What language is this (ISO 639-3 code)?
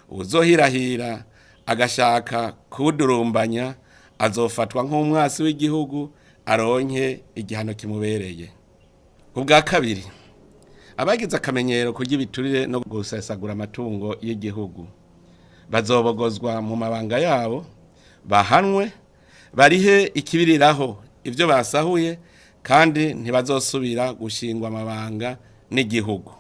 run